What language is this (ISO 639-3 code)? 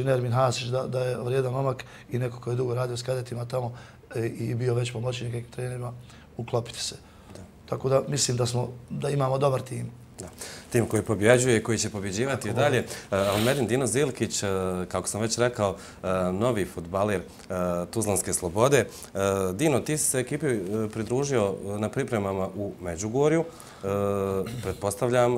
bos